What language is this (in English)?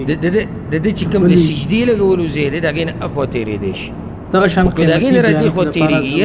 Pashto